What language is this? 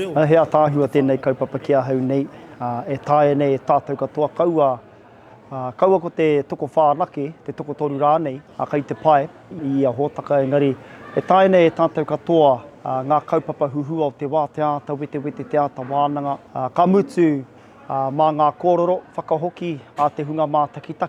Māori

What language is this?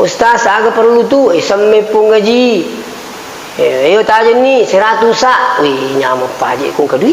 Buginese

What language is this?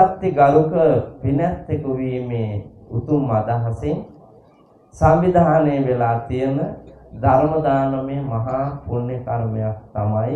Sinhala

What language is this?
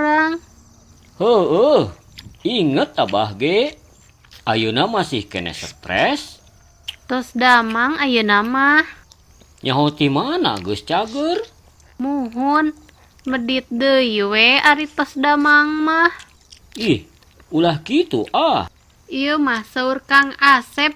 Sundanese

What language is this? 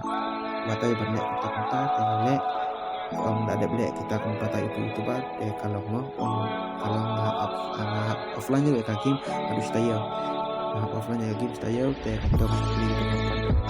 Khasi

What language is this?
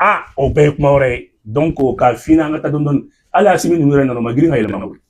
Bambara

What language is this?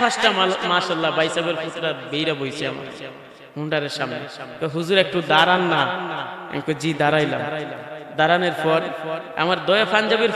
Sylheti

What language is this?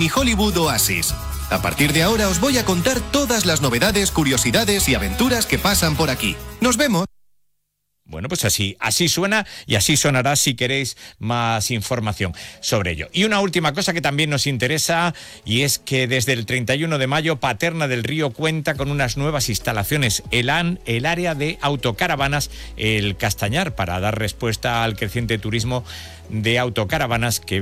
Spanish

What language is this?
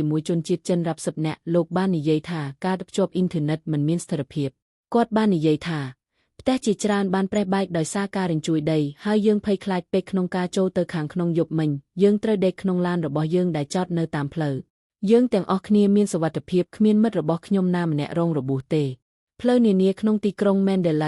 Khmer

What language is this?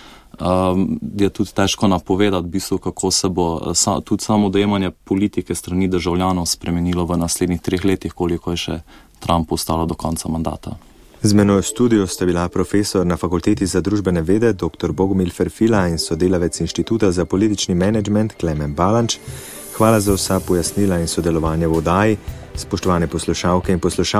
Slovenian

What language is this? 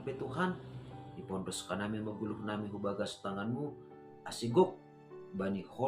Batak Simalungun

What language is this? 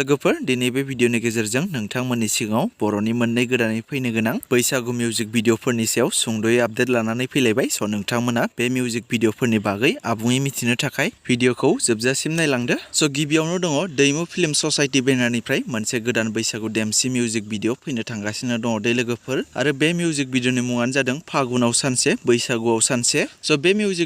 Bodo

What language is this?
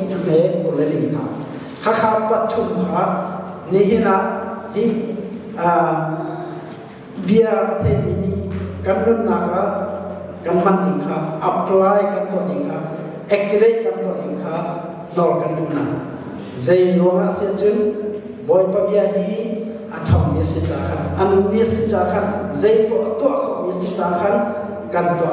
Hakha Chin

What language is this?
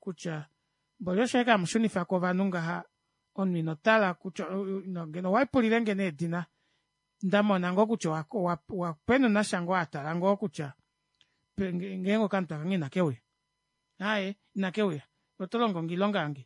Kuanyama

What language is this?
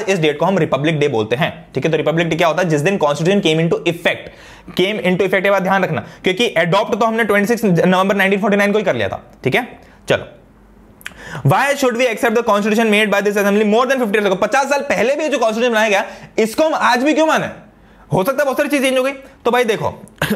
Hindi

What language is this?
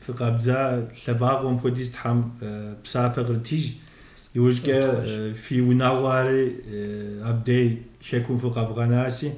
Kabardian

